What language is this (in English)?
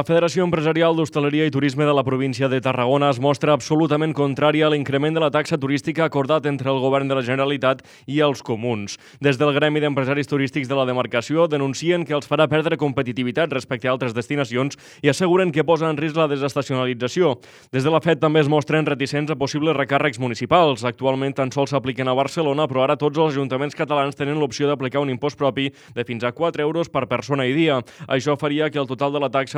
Catalan